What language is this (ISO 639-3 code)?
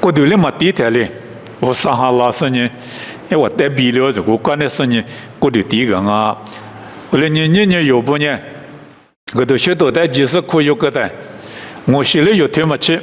lis